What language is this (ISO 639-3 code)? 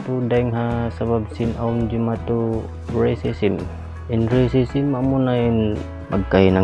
tsg